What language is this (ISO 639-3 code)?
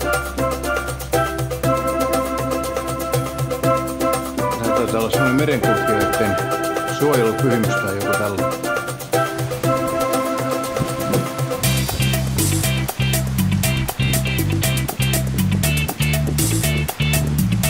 fin